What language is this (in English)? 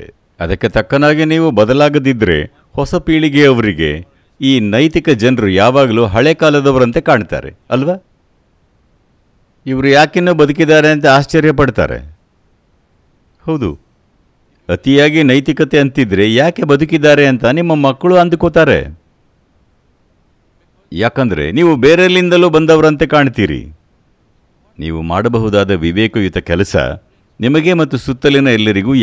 Kannada